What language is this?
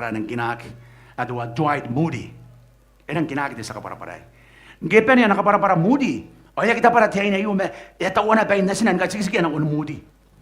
Gilbertese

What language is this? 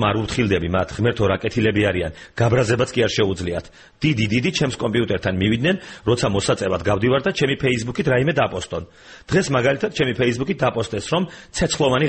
Georgian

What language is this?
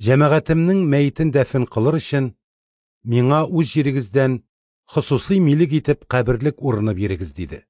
Tatar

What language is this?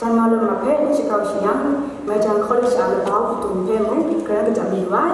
Kachin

